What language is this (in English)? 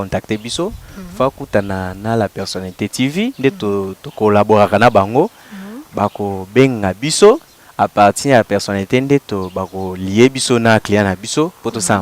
Lingala